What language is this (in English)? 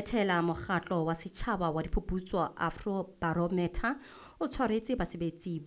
Southern Sotho